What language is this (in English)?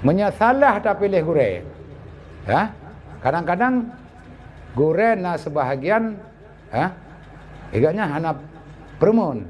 Achinese